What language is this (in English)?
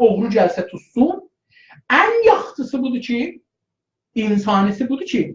South Azerbaijani